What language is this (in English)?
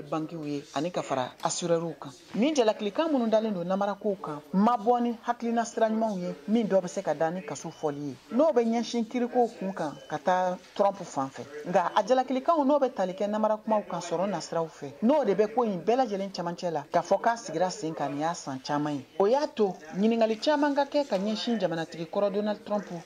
Bambara